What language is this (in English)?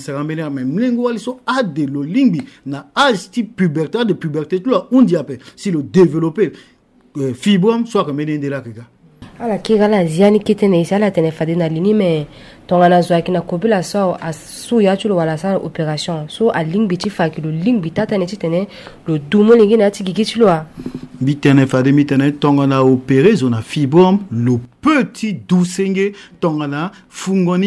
Sango